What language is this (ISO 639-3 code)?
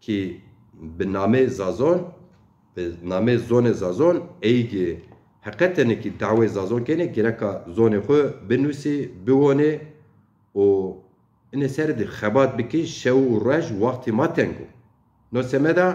zza